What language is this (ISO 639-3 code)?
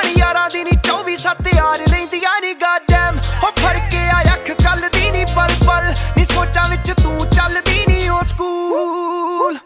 pan